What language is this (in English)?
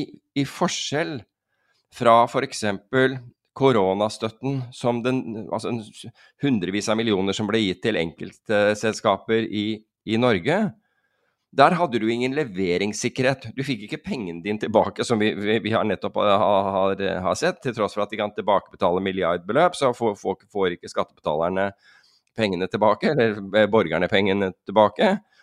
Norwegian